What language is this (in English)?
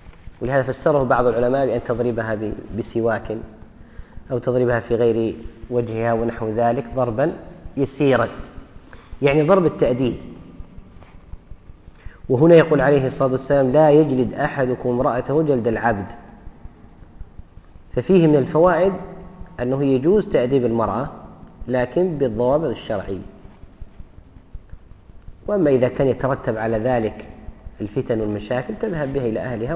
Arabic